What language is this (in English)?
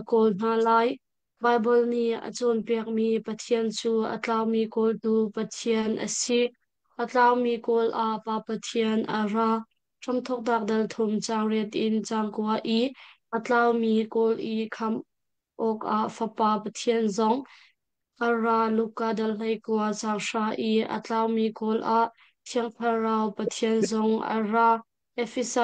Hakha Chin